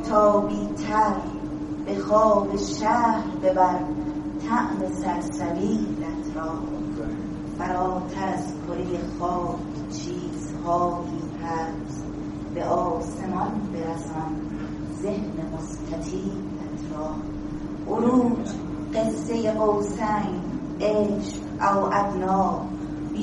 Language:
Persian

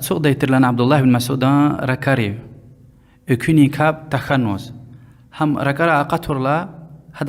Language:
Lezghian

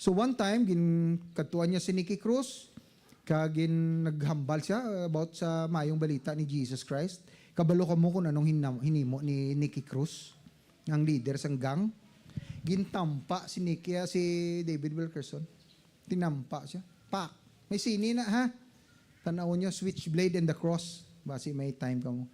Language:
Hiligaynon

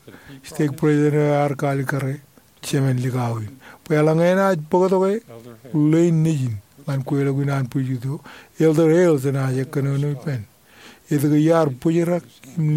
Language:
Marshallese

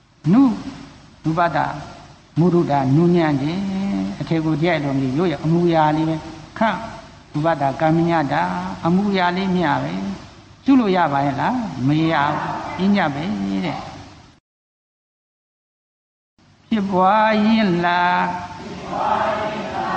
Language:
Burmese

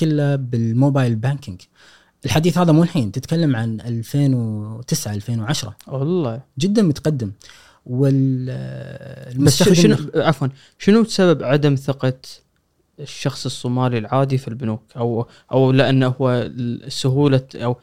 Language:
Gulf Arabic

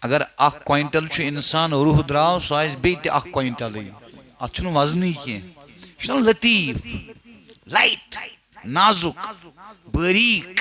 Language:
Kashmiri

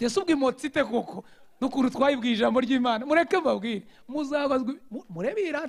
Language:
Kinyarwanda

